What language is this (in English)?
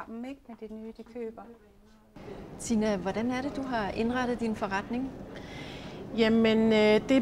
Danish